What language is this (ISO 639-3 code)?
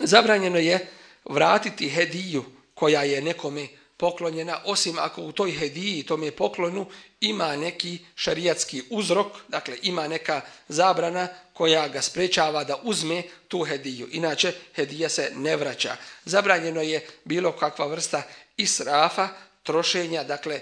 bos